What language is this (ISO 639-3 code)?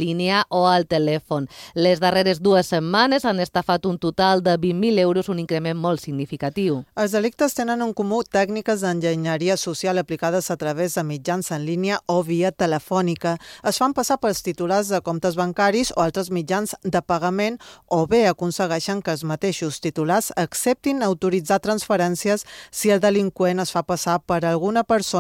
cat